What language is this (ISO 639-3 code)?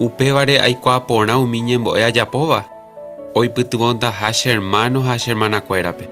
grn